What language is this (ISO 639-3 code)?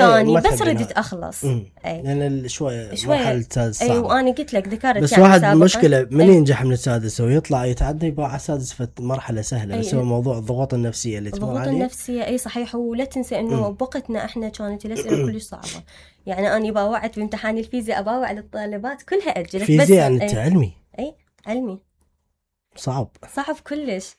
acm